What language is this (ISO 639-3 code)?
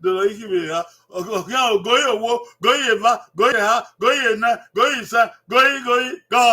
bin